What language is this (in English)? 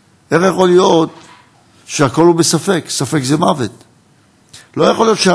Hebrew